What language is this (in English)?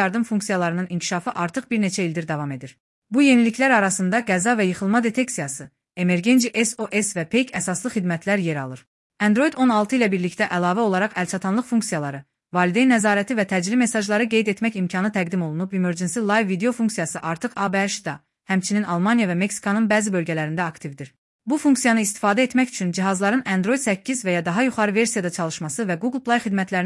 Azerbaijani